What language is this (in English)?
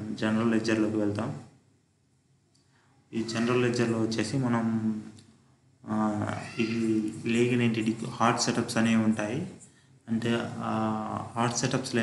Telugu